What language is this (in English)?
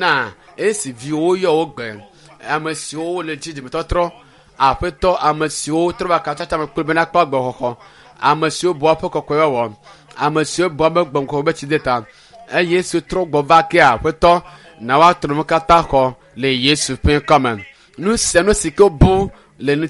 Ewe